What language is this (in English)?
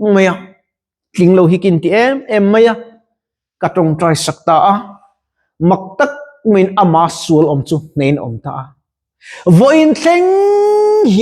Mizo